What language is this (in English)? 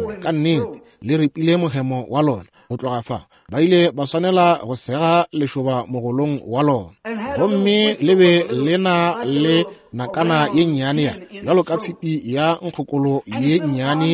Northern Sotho